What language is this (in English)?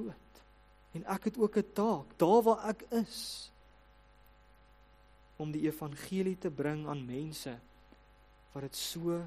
Afrikaans